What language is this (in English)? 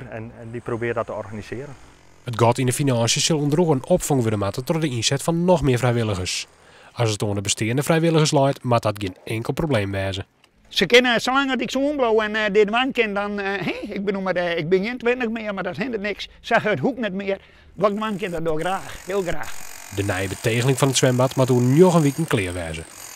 Western Frisian